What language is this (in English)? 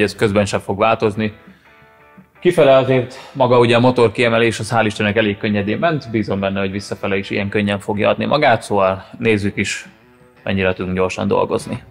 Hungarian